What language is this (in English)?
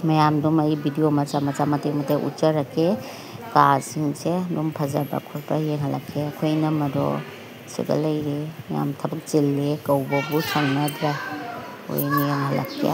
Manipuri